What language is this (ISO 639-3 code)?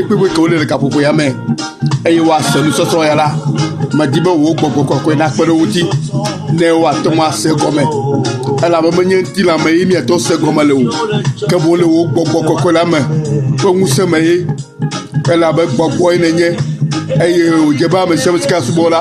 ewe